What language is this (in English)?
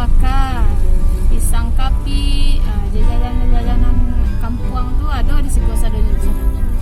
Minangkabau